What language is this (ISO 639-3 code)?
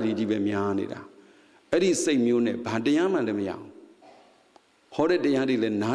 mya